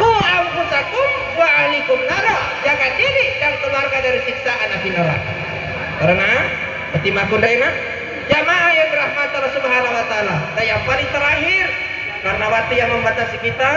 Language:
Buginese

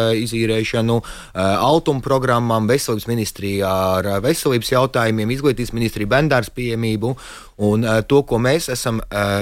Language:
Latvian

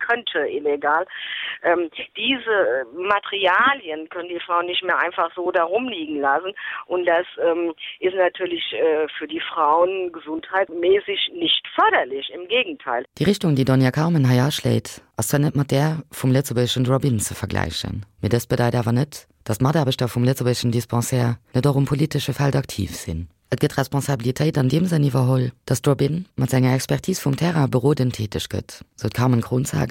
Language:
Luxembourgish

